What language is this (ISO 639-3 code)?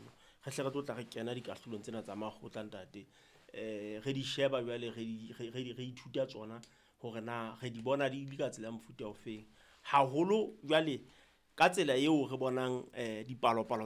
sot